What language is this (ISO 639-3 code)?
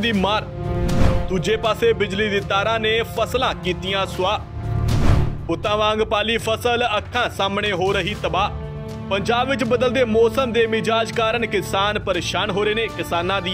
pan